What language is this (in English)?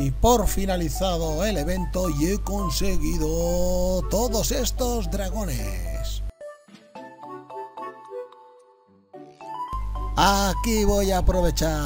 Spanish